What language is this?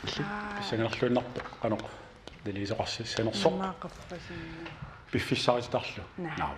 Kalaallisut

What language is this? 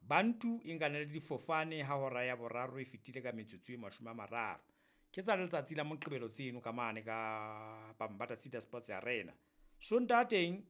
Southern Sotho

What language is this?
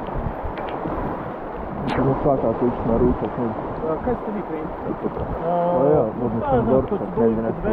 Croatian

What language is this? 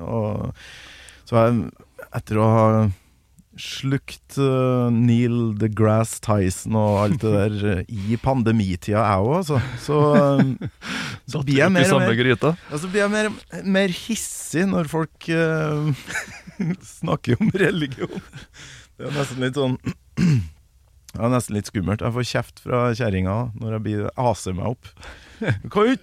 Norwegian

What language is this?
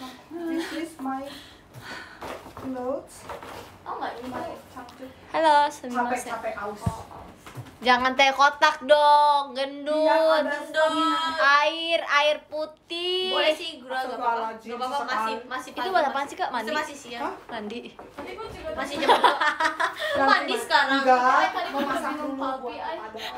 Indonesian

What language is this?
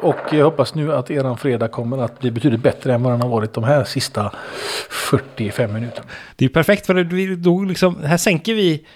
Swedish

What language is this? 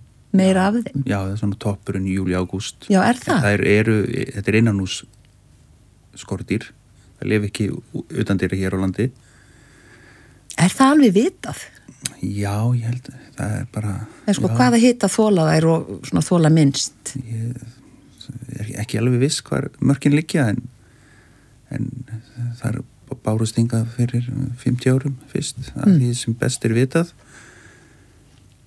Icelandic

